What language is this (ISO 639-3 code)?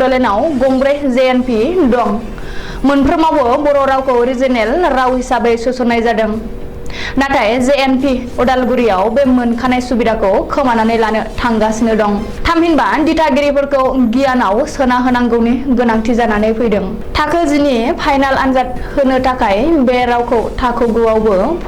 brx